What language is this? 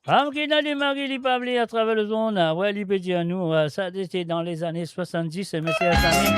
Morisyen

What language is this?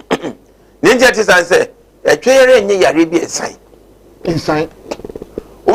Akan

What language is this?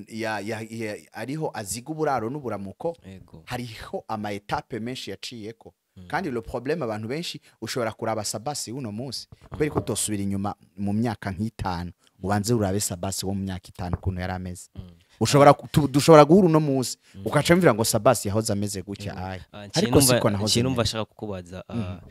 Rundi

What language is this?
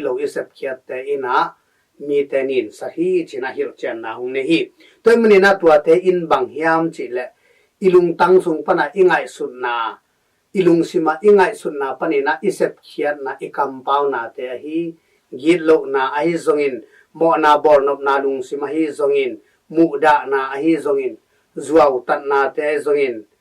Tedim Chin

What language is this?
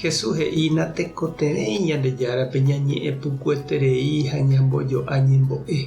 Guarani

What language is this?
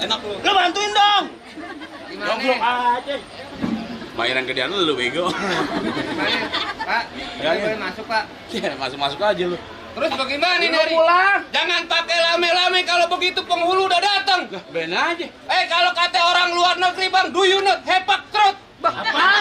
Betawi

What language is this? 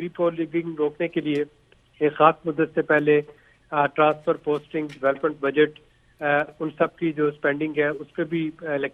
Urdu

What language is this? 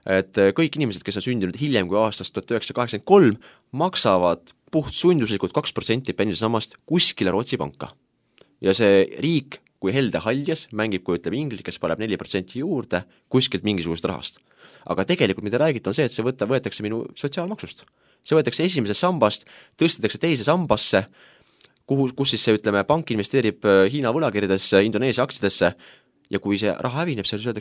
Estonian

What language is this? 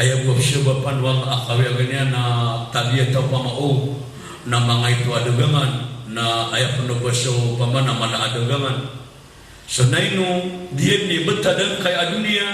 Maranao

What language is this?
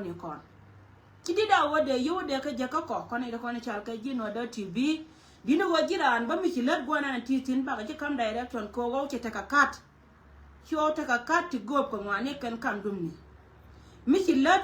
Nuer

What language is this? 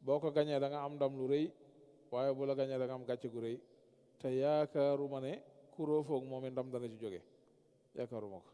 Wolof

